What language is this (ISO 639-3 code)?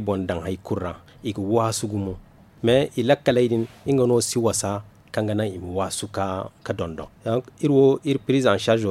dje